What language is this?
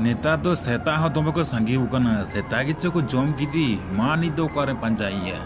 Santali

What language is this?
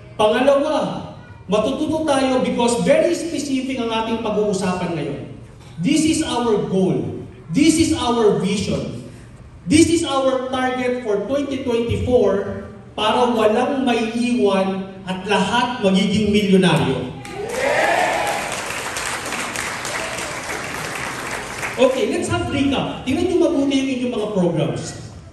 Filipino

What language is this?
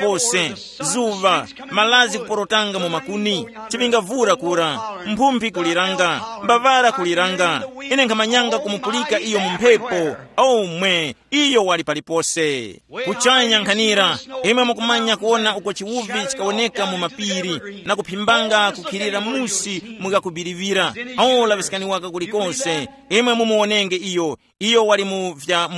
Tumbuka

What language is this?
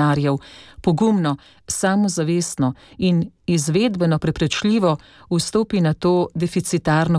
Slovenian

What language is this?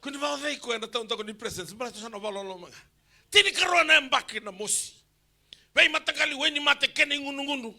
Fijian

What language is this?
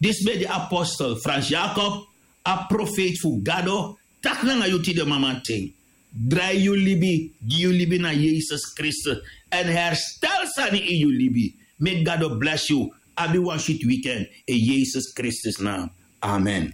Sranan Tongo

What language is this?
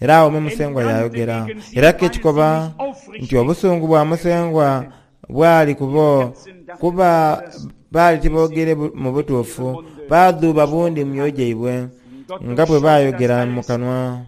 Soga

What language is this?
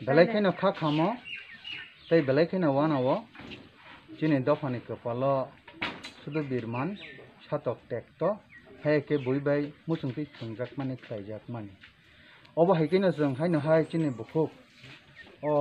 Kok Borok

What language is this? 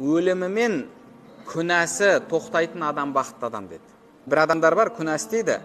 Kazakh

